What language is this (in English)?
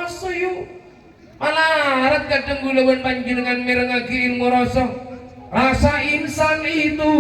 Madurese